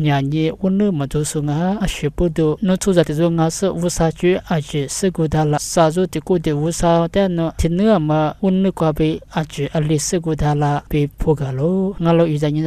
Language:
Lisu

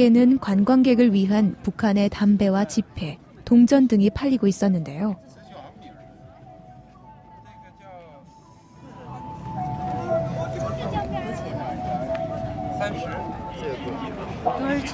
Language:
Korean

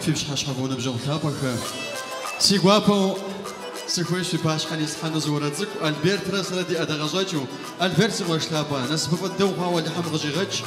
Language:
Kabardian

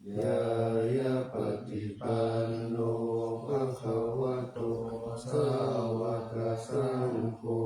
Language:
Pali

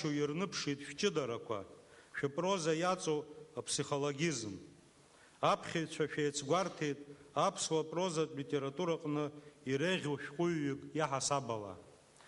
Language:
Abkhazian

